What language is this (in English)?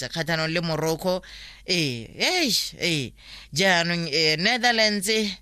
Tswana